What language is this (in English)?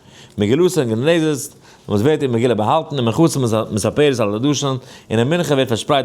Yiddish